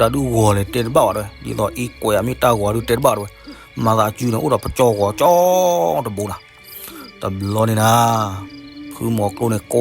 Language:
S'gaw Karen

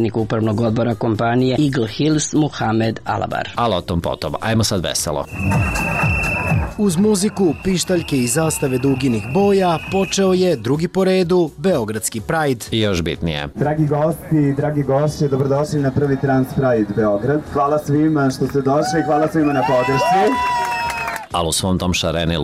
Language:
Serbian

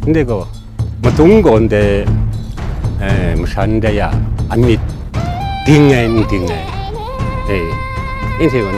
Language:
Kachin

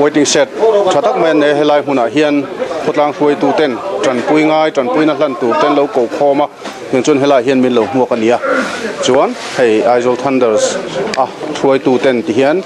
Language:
Mizo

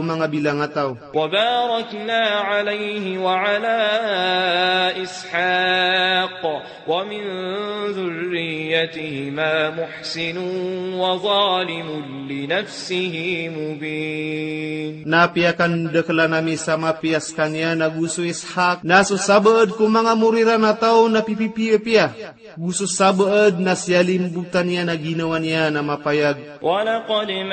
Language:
Maranao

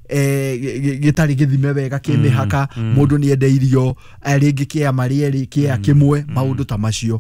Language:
Kikuyu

